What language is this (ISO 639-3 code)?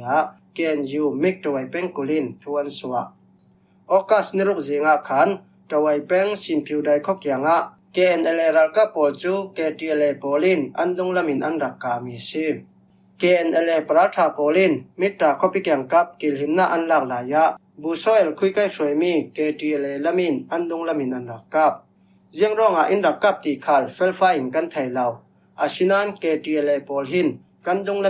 cfm